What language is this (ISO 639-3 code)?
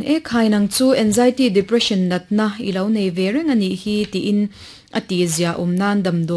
lus